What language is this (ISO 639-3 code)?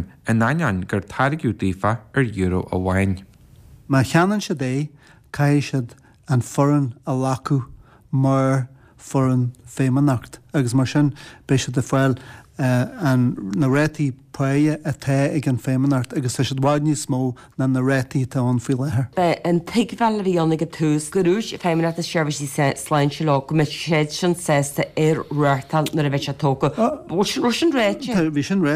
gle